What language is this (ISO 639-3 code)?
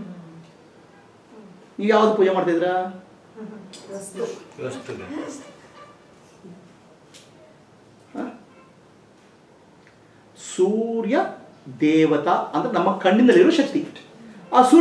kan